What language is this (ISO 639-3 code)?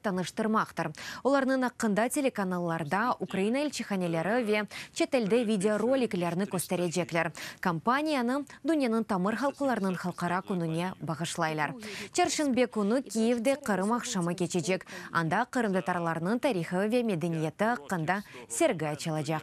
crh